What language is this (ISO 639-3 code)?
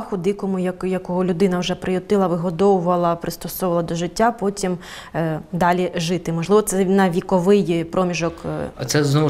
ukr